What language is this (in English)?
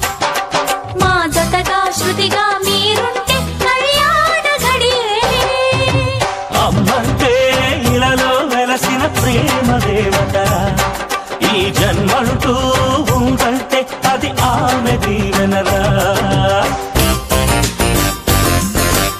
Telugu